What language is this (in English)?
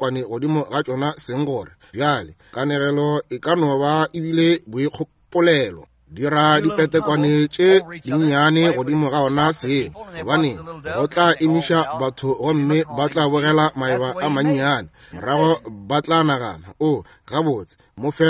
Northern Sotho